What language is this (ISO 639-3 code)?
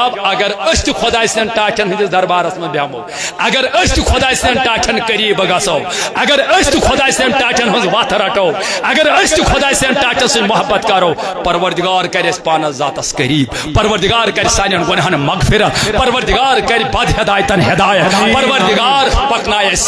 kas